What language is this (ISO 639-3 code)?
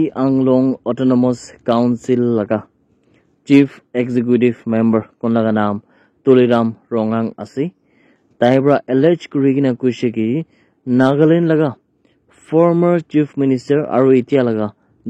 nag